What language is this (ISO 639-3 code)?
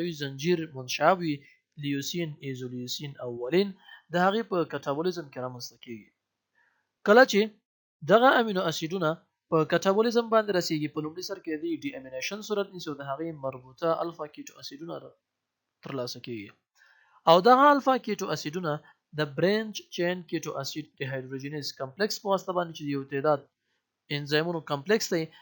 pus